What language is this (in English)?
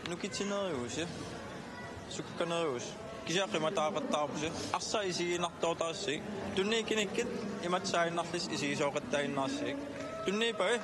Kalaallisut